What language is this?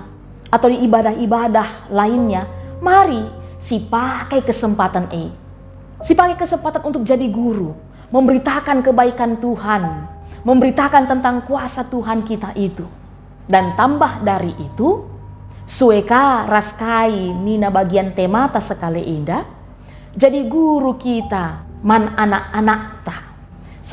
Batak Karo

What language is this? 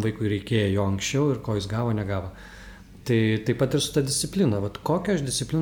Lithuanian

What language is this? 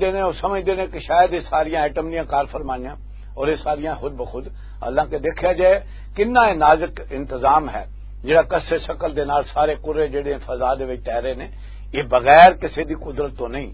Western Panjabi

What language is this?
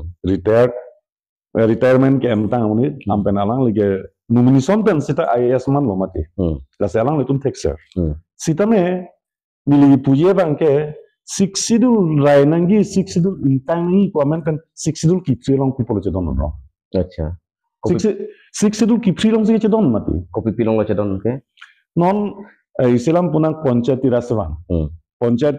Karbi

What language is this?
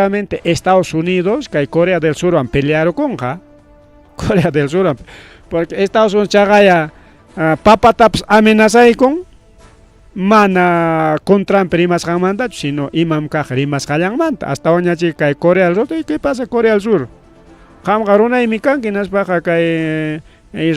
Ayacucho Quechua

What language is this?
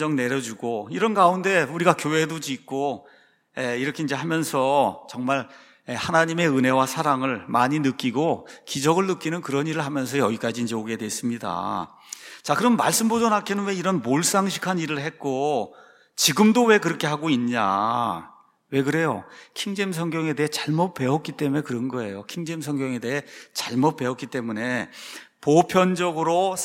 Korean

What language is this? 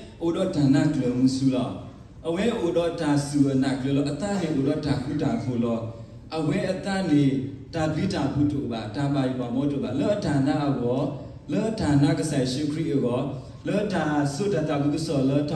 S'gaw Karen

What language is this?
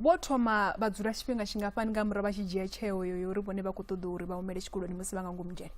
Venda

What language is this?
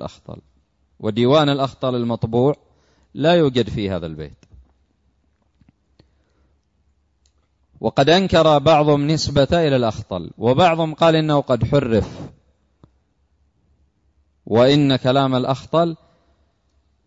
Arabic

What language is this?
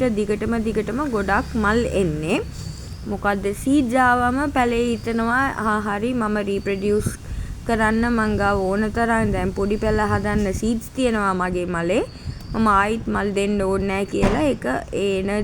Sinhala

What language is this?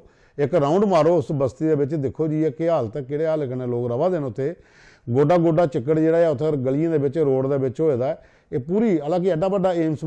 Dogri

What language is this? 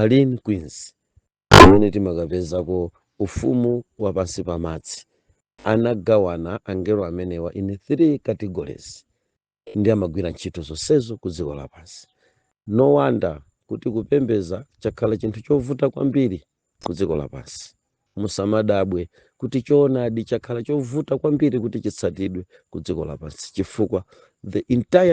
Nyanja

